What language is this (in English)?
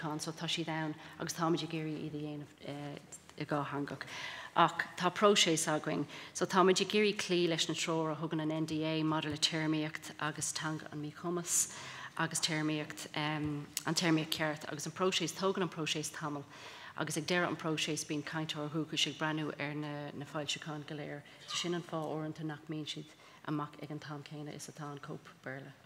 Irish